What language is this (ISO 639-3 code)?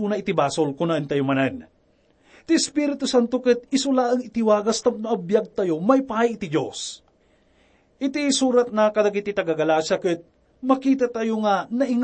ilo